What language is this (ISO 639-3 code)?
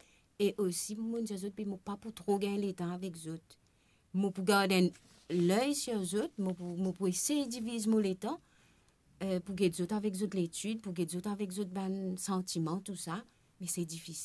mfe